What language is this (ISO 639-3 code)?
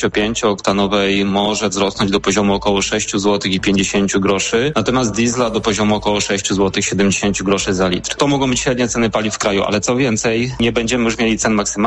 pol